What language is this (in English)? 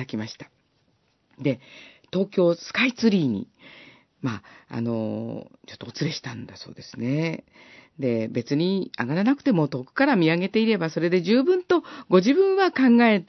Japanese